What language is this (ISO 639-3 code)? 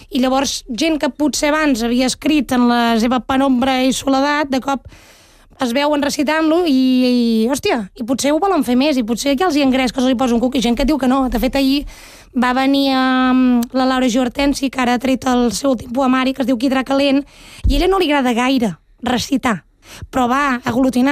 cat